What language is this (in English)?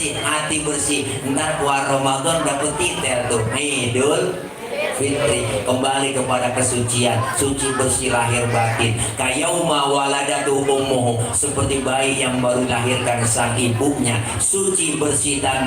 Betawi